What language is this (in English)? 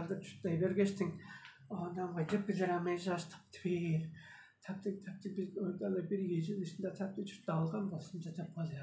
Tuvinian